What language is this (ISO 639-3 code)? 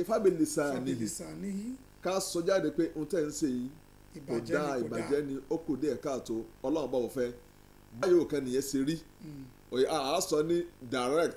yor